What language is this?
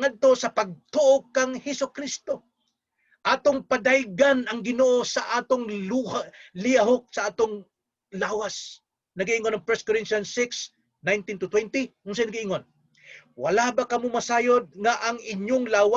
Cebuano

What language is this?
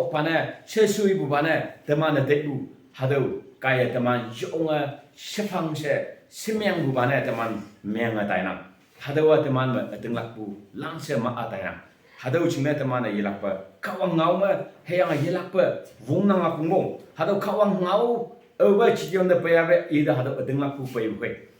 Konyak Naga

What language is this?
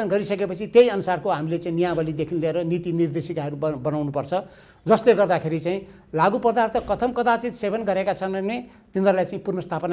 Nepali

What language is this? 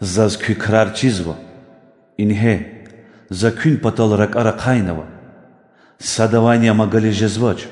Lezghian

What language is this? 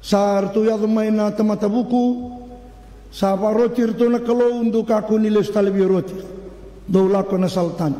Fijian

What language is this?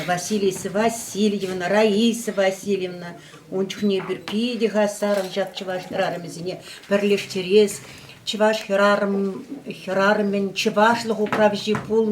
Chuvash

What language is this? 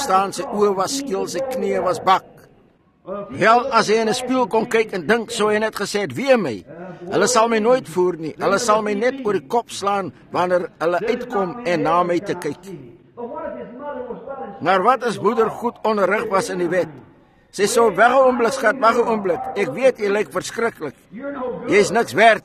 Afrikaans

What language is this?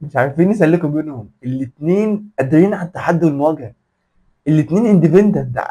Egyptian Arabic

